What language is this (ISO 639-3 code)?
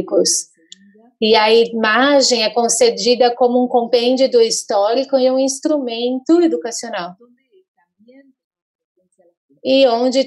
por